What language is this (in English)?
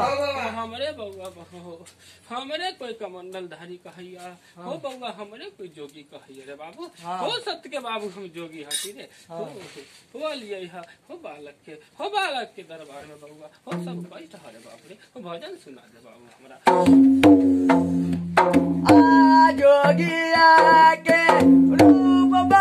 Bhojpuri